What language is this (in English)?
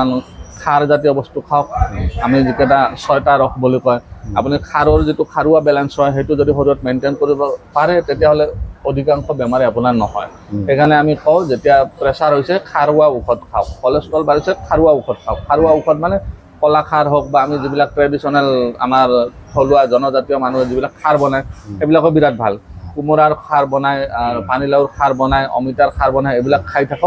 Assamese